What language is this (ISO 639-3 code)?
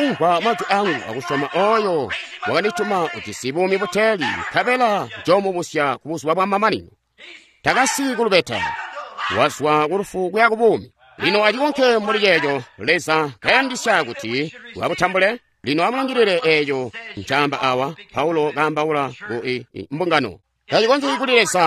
toi